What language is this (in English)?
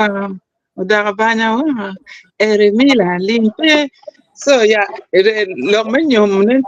Acoli